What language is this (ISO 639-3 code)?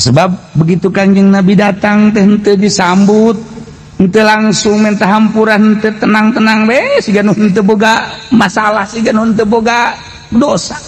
sun